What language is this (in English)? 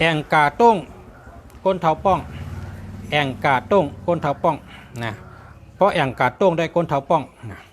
Shan